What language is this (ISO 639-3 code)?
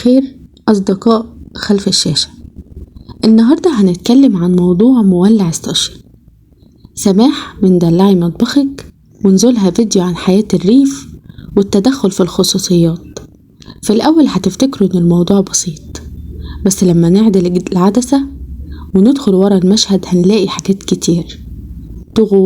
arz